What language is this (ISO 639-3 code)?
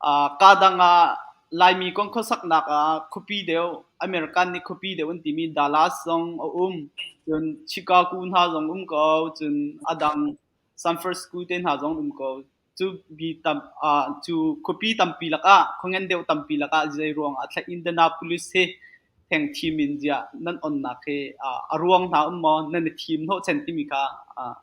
cnh